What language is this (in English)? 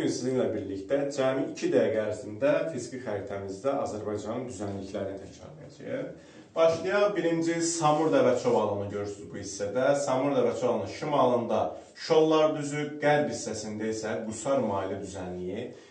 Azerbaijani